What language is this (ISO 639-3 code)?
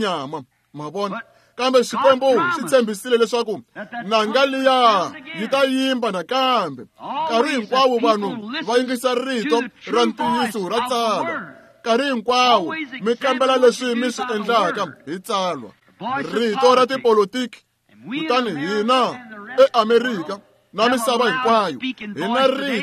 tso